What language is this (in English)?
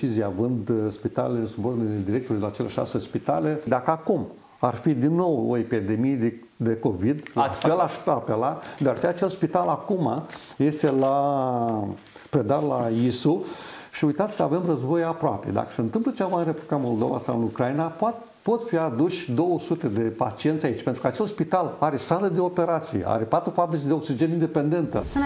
Romanian